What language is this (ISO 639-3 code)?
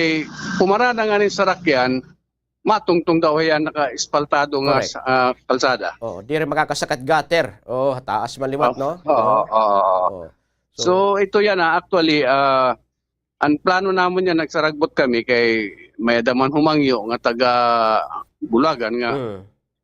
war